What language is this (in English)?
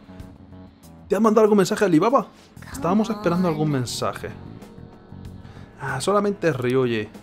Spanish